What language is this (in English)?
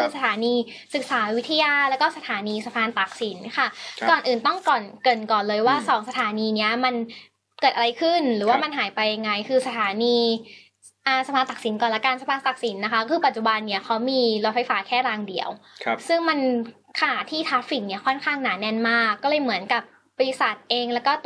Thai